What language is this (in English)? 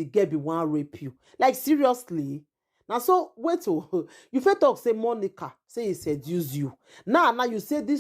Nigerian Pidgin